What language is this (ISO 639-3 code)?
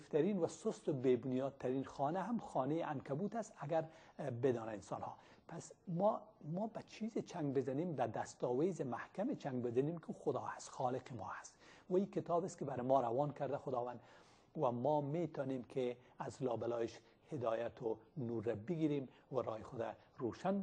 fas